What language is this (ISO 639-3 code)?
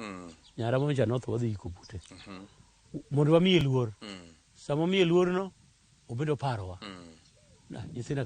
luo